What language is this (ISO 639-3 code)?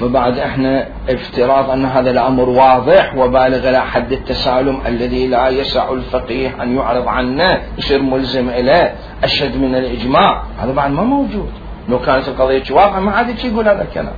acm